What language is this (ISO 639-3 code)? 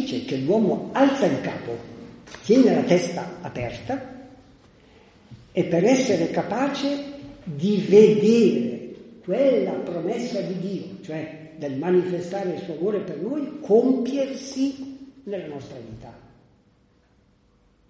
ita